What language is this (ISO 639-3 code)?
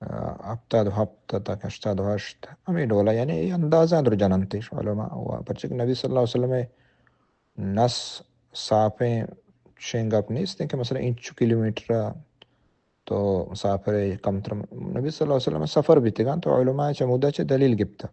bal